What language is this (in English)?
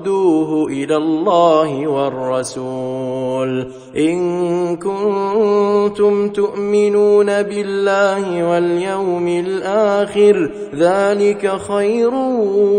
Arabic